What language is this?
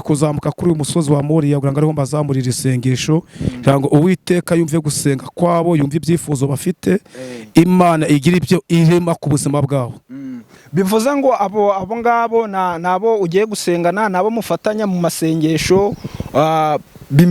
Kinyarwanda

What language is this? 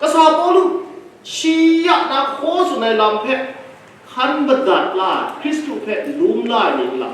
Kachin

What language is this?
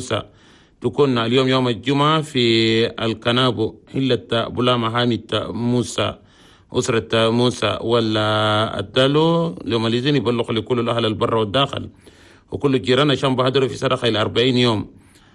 Chadian Arabic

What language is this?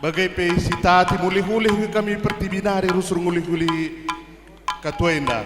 Batak Karo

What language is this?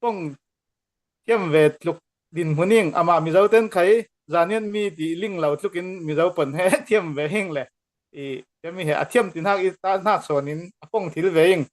Falam Chin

